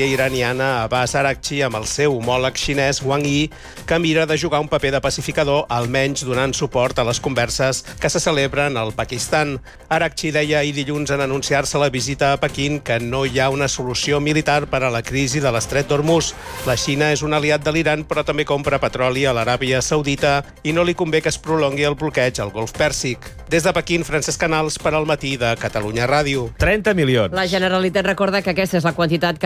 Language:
Catalan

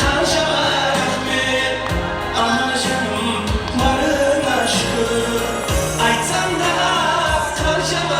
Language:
Kara-Kalpak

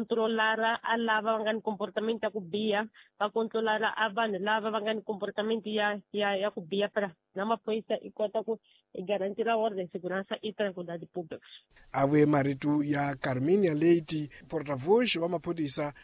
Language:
Tsonga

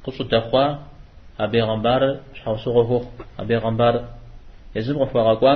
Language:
Kabardian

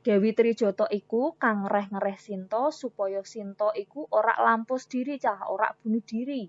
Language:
Javanese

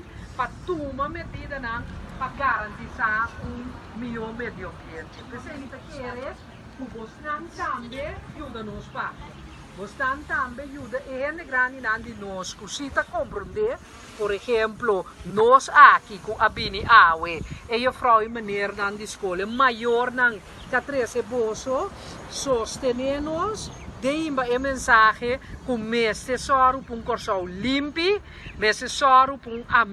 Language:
Papiamento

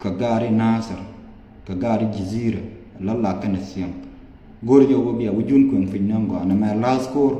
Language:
Nuer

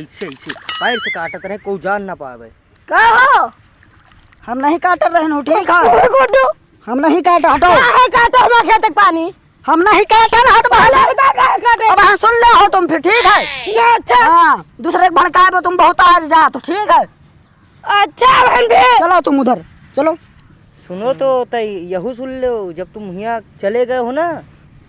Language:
Awadhi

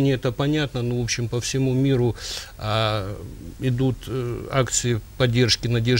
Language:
Russian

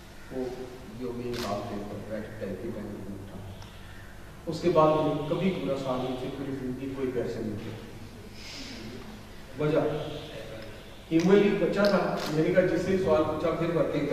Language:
Urdu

